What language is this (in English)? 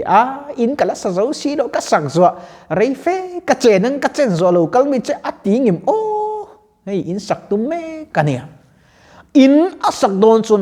Mizo